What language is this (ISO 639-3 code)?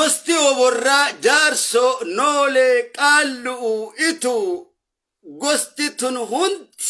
orm